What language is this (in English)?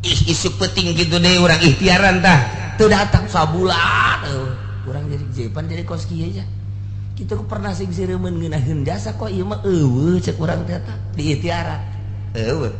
Sundanese